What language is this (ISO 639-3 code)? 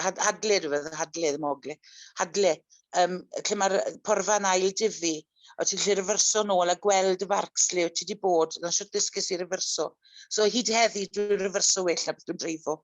cym